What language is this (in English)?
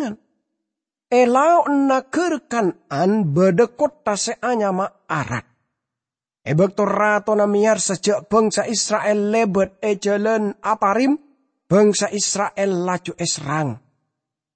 Madurese